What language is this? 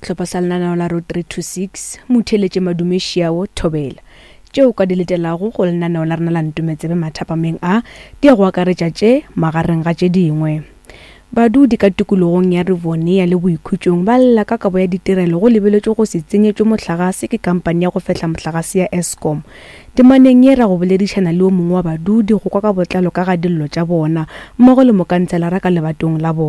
Northern Sotho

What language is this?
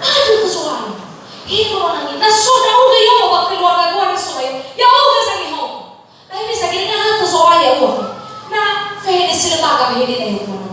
Nias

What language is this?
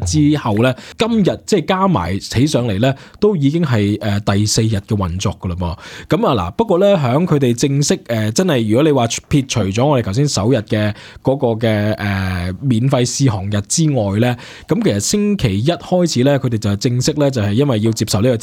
Cantonese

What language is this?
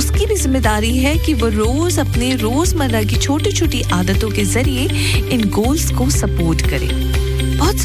Hindi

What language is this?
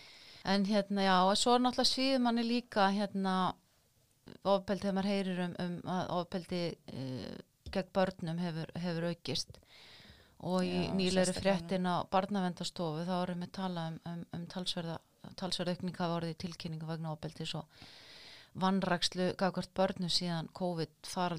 Icelandic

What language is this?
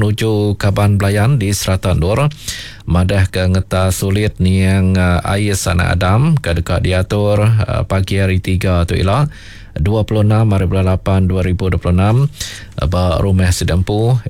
Iban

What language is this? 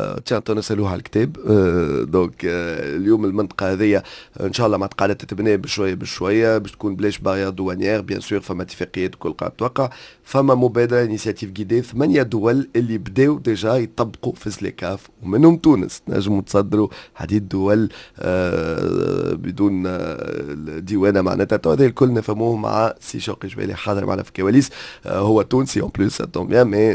Tunisian Arabic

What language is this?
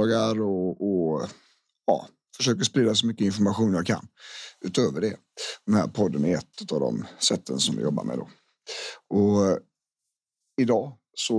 Swedish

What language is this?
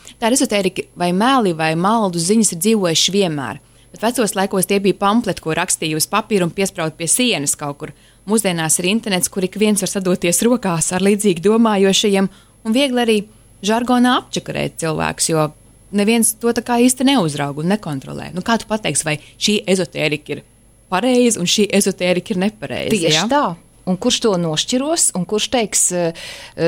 Latvian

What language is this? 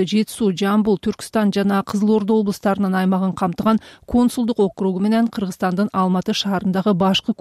Kyrgyz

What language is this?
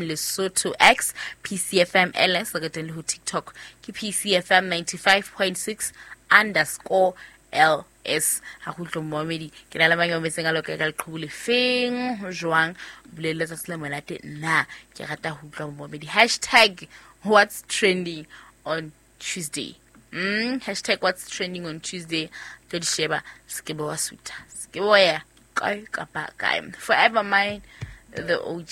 Southern Sotho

